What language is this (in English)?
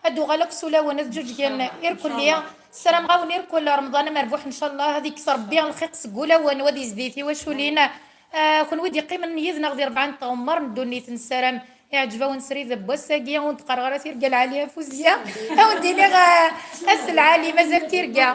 Kabyle